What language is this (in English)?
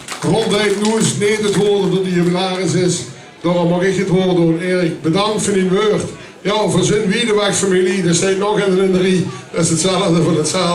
Limburgish